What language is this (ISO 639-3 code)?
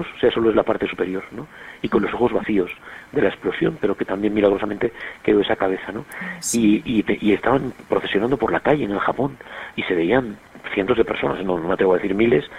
spa